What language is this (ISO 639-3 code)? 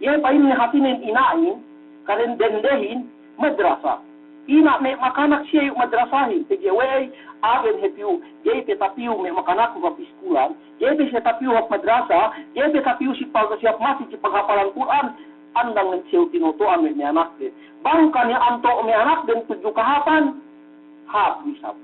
yka